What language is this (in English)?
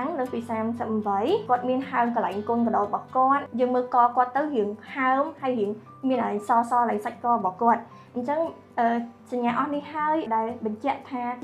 Khmer